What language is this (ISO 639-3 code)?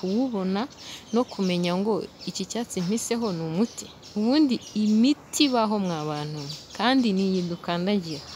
kin